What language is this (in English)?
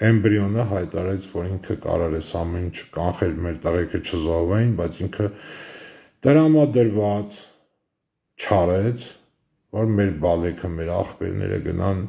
Armenian